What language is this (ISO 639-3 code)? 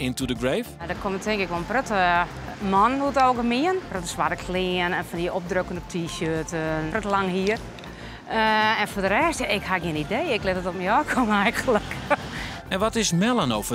fry